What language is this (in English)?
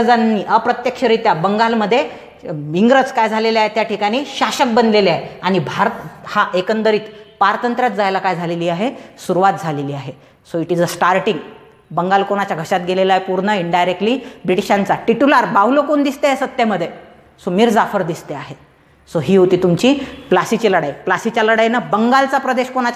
Marathi